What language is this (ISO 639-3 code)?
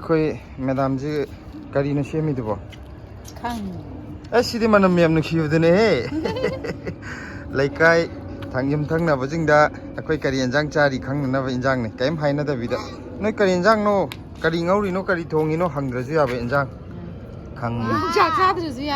mni